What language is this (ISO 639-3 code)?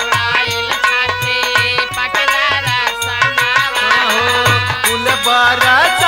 bho